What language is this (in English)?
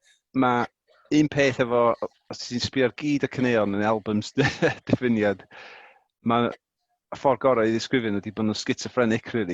Welsh